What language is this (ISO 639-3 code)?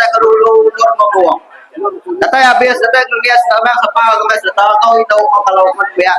iba